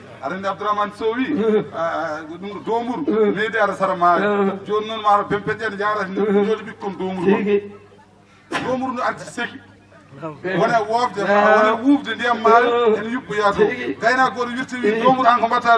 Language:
Fula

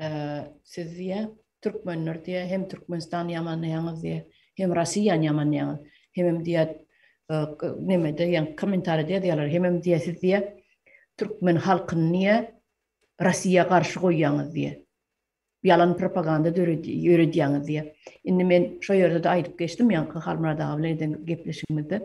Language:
Turkmen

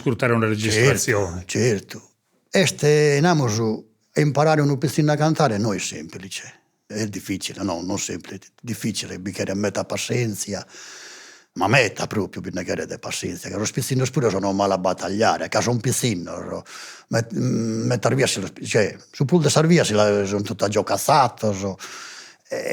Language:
Sardinian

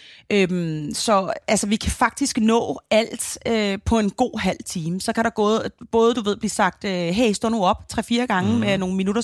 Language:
Danish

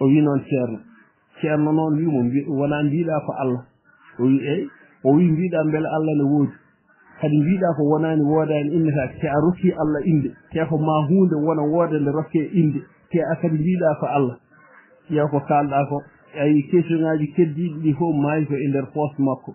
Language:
Fula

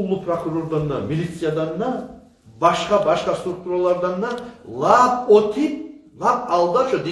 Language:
Kumyk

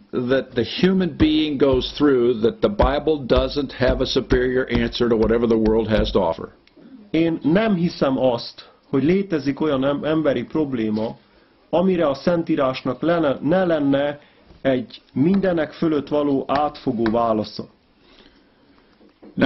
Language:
Hungarian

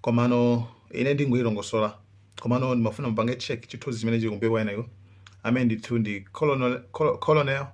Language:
Nyanja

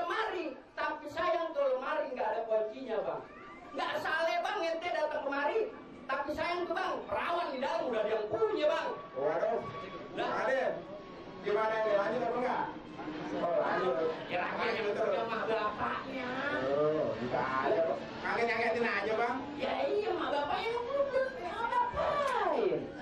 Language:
Betawi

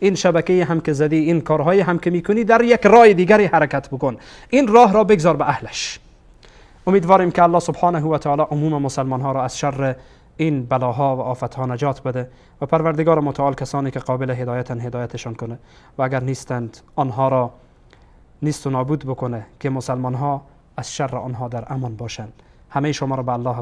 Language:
Persian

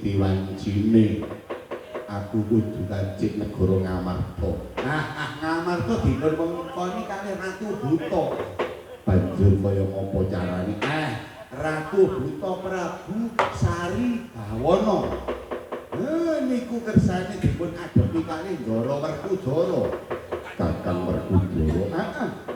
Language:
Javanese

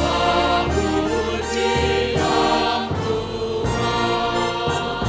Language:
Batak Simalungun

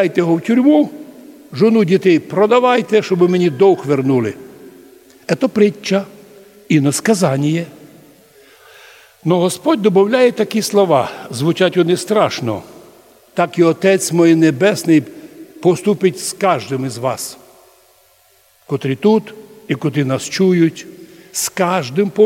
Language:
Ukrainian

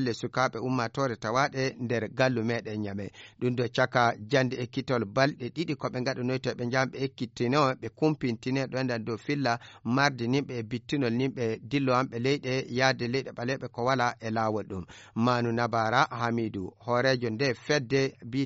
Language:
Fula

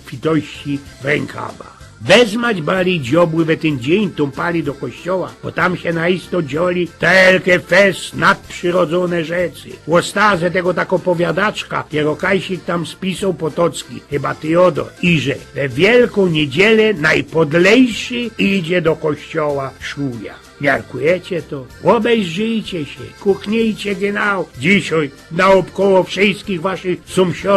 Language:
Silesian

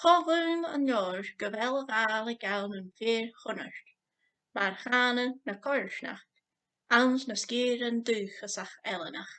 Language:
Scottish Gaelic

